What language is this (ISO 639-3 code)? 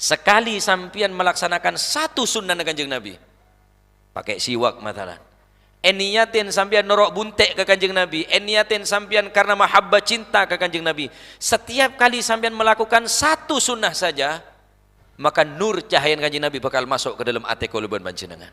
mad